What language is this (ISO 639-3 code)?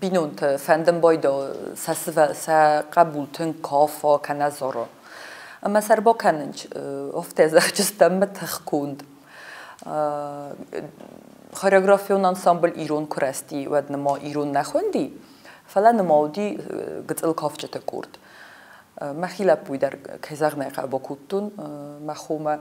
oss